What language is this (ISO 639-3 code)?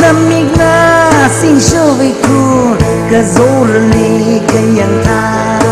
nmf